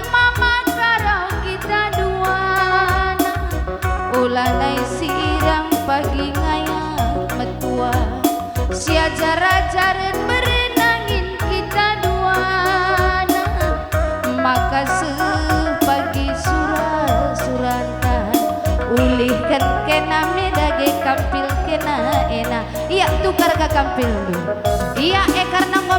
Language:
Batak Karo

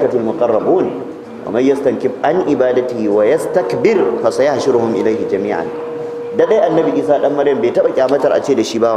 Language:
Hausa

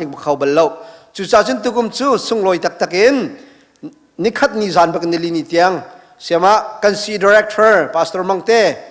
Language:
Hakha Chin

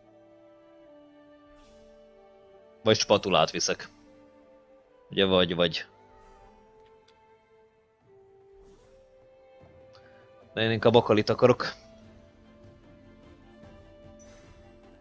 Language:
Hungarian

